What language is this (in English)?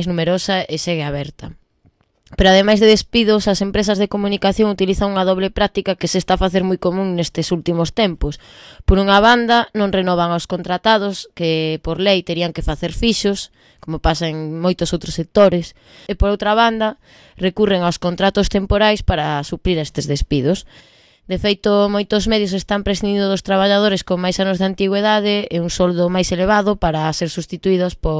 Galician